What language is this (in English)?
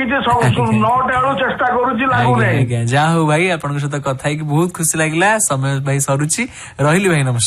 Odia